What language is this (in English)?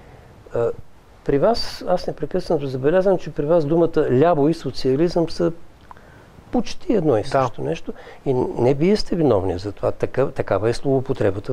Bulgarian